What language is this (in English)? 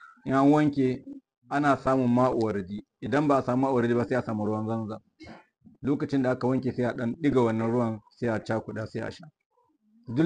Hausa